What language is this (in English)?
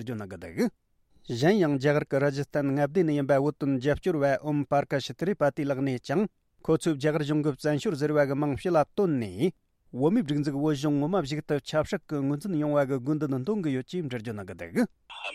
Tibetan